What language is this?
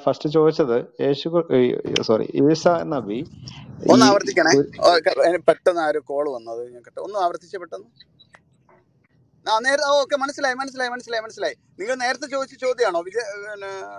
Malayalam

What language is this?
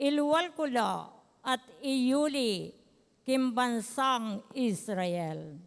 Pampanga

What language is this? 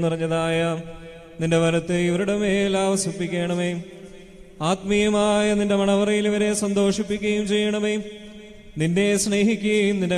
Malayalam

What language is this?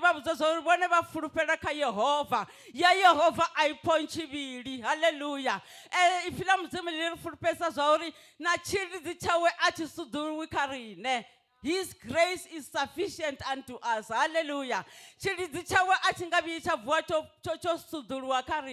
Venda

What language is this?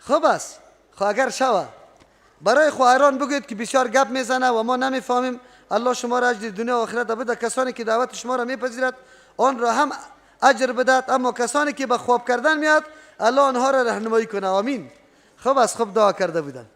Persian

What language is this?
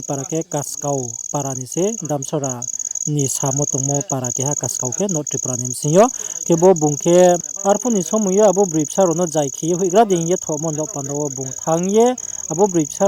Riang (India)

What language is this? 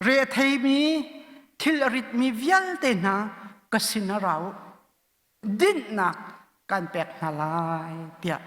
Hakha Chin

